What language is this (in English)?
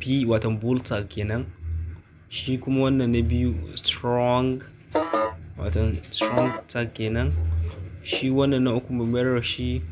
Hausa